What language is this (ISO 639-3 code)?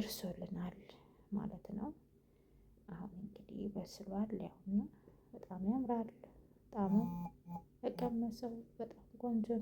amh